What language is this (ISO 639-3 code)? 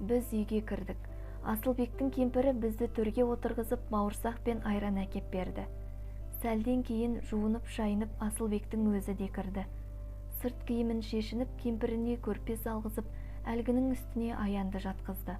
kaz